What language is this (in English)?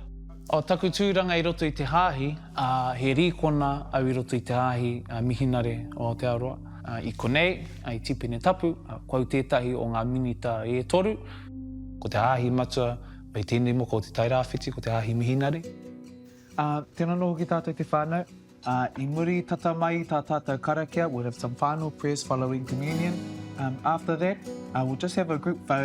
Māori